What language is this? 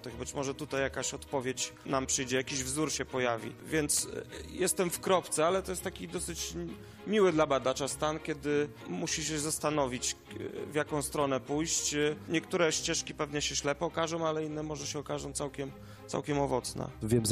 Polish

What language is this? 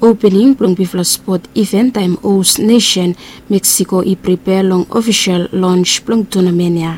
Bislama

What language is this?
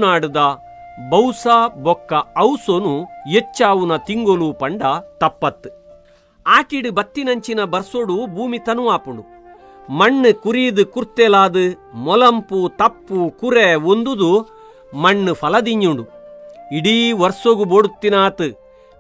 Tulu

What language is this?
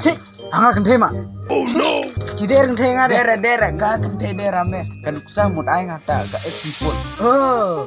Khasi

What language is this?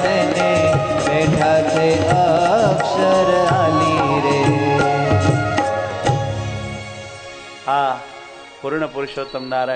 Gujarati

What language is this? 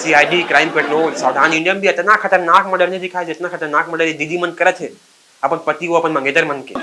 Chhattisgarhi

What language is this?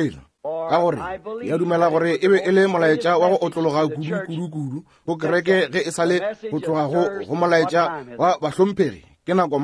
Northern Sotho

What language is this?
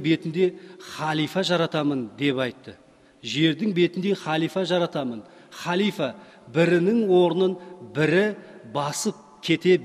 Kazakh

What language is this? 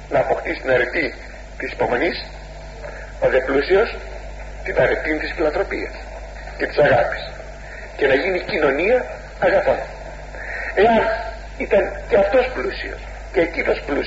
Greek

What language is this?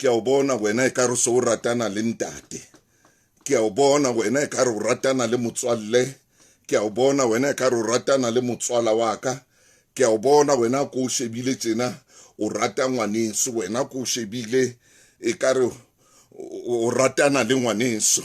Southern Sotho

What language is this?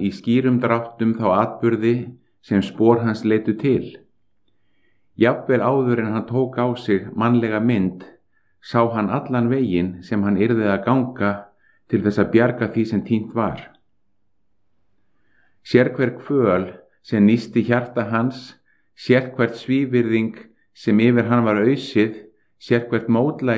Icelandic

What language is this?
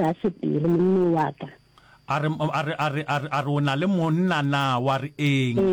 Northern Sotho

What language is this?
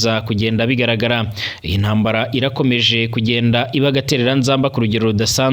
Rundi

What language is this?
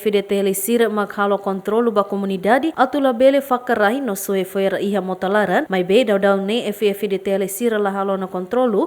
Tetum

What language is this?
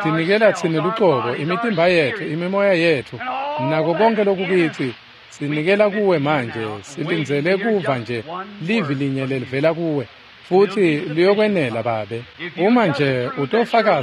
Swati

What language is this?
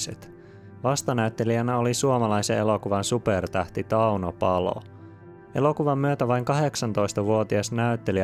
Finnish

